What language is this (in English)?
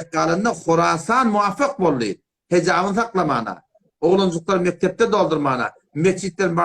Turkmen